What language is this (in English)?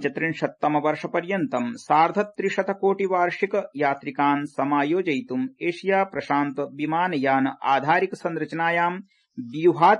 Sanskrit